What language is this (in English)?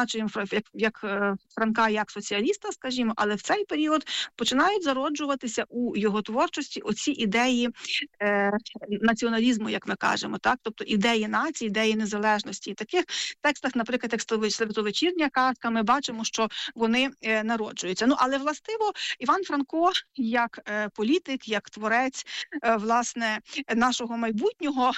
Ukrainian